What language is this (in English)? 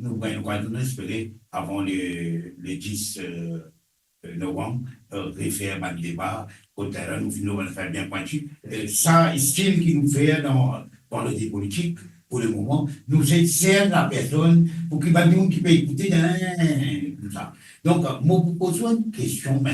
Morisyen